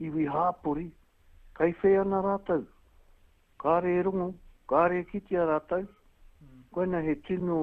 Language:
Māori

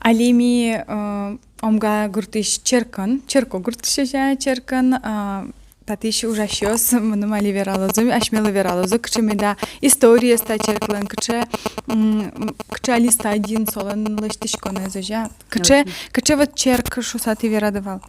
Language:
Udmurt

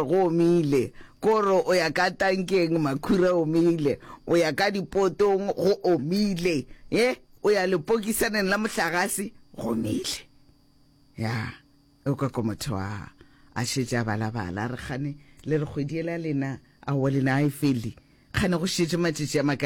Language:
Northern Sotho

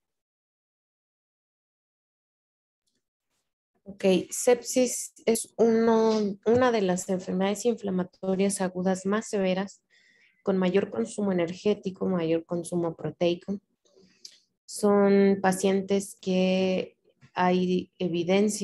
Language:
Spanish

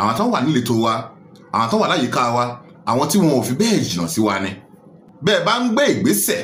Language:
Yoruba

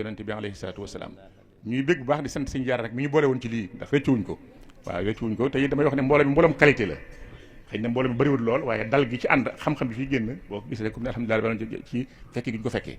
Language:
Wolof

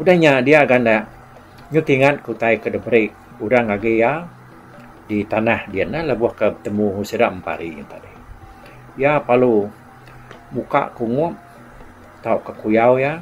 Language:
Iban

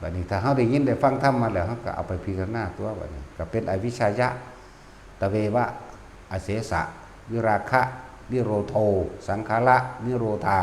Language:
Northeastern Thai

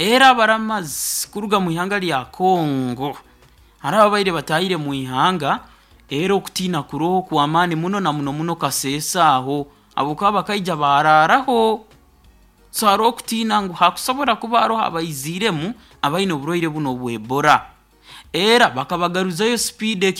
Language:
Nyoro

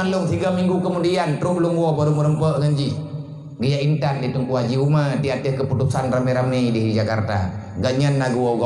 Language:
Achinese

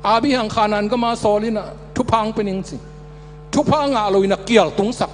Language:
Tedim Chin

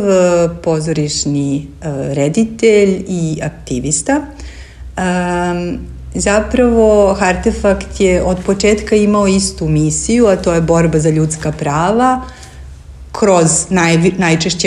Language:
Serbian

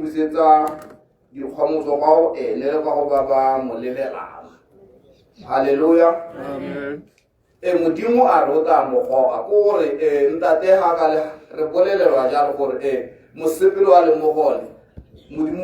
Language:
Tswana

